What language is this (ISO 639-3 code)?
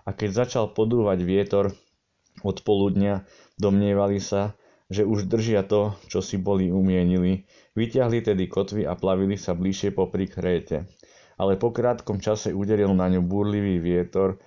slk